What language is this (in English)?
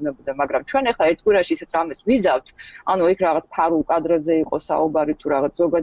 Georgian